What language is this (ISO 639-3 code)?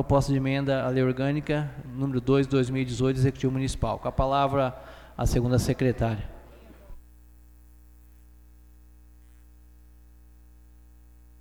por